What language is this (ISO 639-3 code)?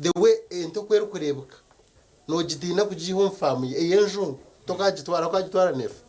nyn